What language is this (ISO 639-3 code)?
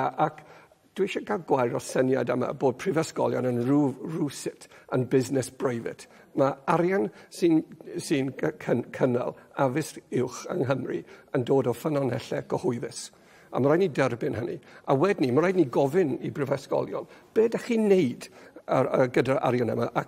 cym